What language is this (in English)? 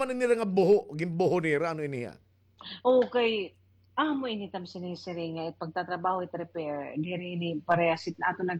Waray